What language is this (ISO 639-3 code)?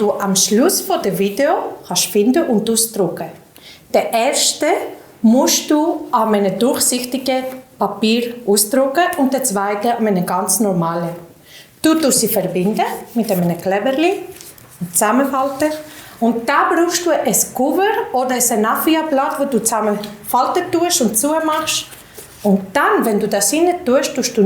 gsw